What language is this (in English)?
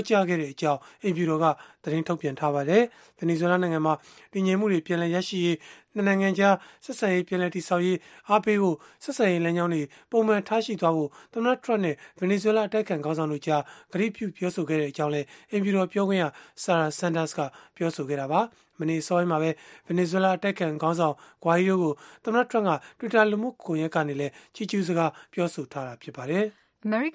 Burmese